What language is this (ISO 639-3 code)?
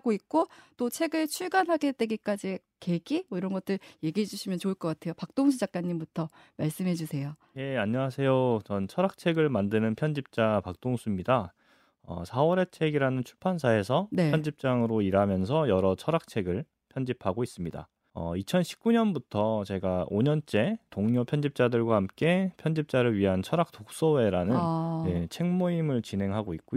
kor